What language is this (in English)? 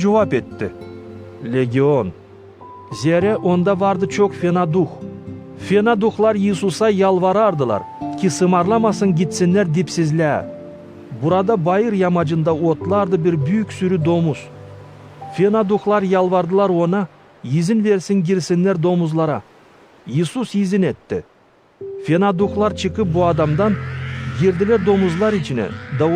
Gagauz